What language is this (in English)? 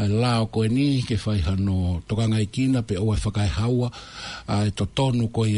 Tongan